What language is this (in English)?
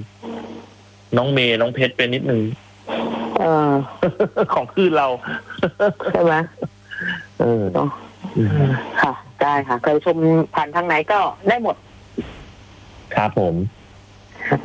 Thai